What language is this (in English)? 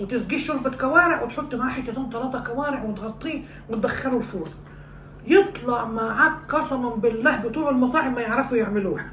Egyptian Arabic